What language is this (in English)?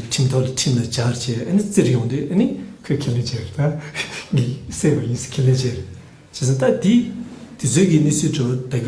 Tibetan